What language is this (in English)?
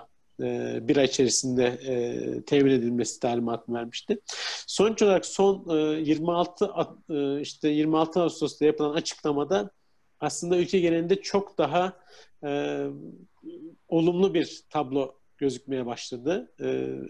Turkish